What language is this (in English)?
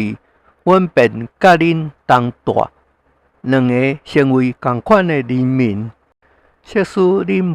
Min Nan Chinese